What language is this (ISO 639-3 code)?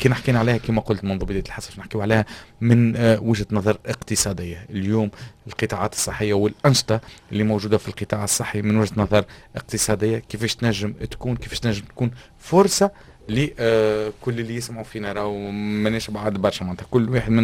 aeb